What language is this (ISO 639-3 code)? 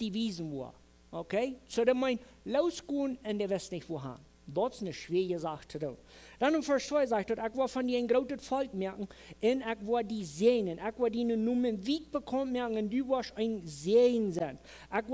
pdt